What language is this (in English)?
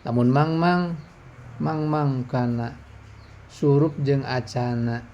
Sundanese